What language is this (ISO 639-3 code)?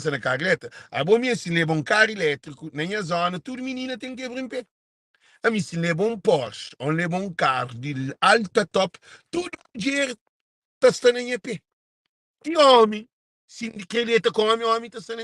kea